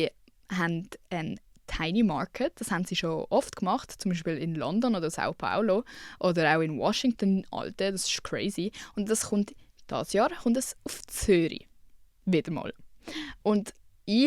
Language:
Swiss German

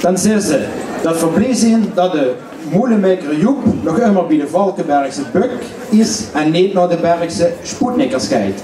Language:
Limburgish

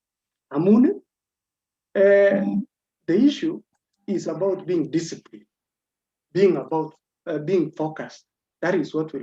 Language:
Kalenjin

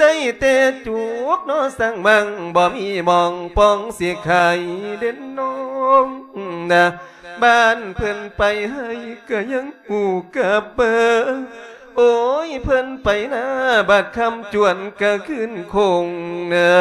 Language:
Lao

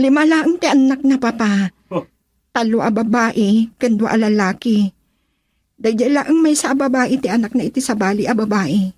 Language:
Iloko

